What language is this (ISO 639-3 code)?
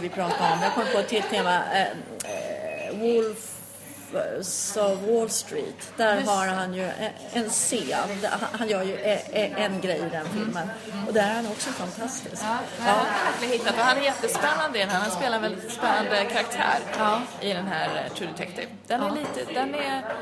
swe